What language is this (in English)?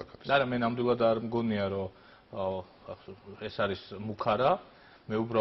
Georgian